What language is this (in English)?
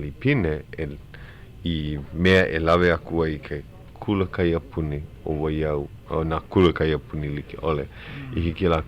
Hawaiian